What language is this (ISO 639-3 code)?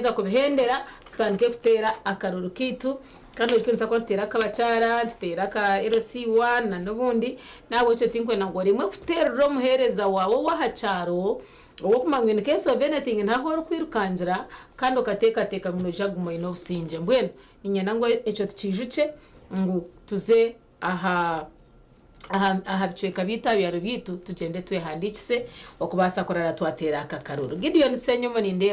nyn